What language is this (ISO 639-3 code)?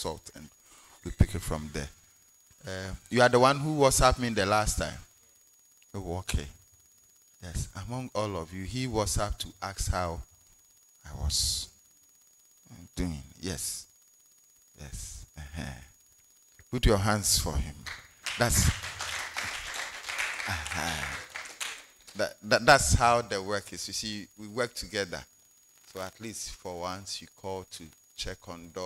eng